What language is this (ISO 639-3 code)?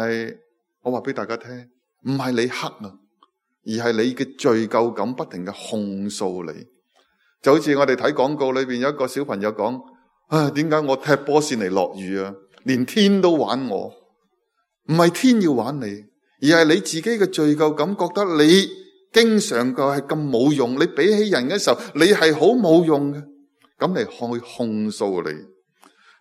yue